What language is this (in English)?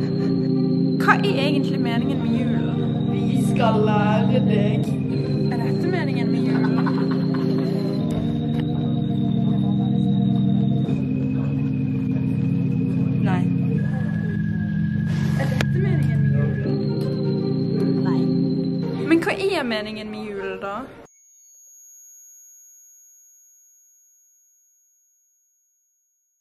Norwegian